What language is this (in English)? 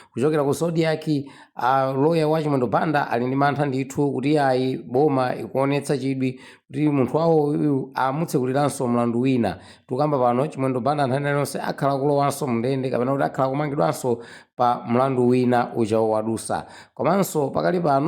Nyanja